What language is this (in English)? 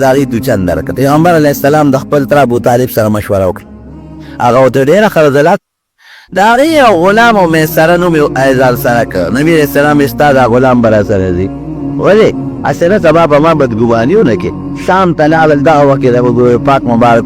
Pashto